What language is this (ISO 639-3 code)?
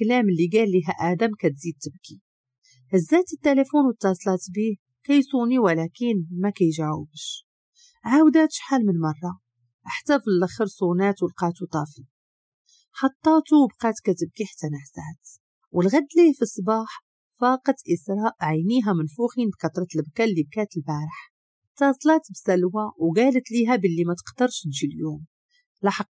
ary